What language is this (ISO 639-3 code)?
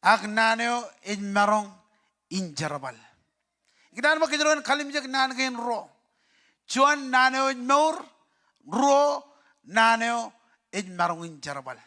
mah